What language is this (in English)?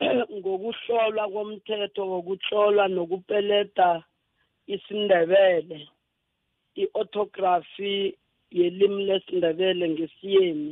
South Ndebele